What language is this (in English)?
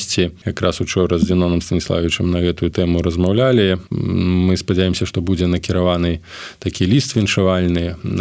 Belarusian